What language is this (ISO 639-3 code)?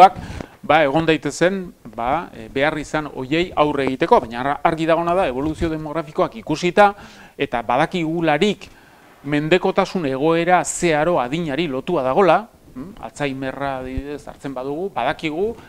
eus